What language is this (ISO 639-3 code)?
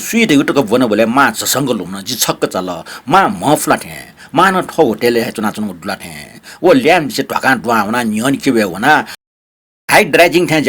new